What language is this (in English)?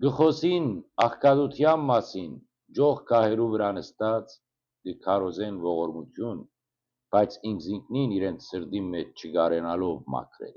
Western Armenian